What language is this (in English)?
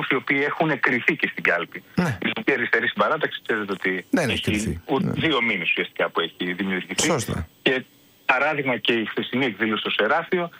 Greek